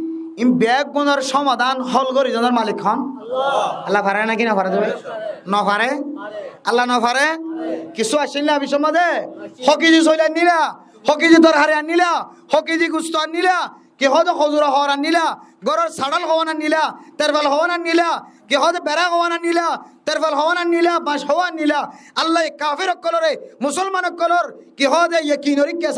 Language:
Rohingya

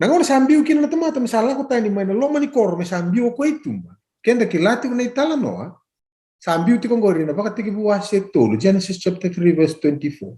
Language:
Fijian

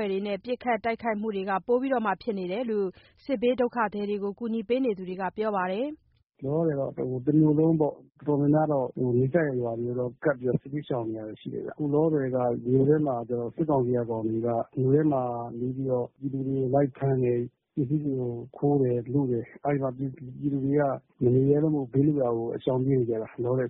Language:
Burmese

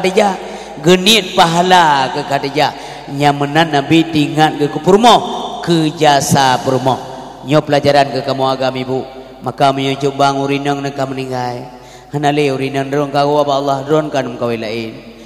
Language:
Achinese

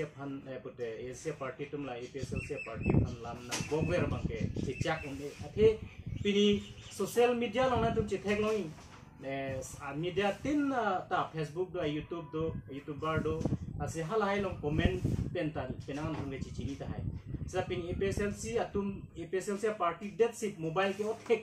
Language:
Karbi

